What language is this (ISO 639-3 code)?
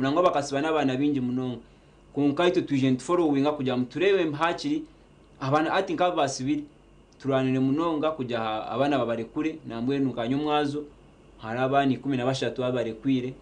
nyn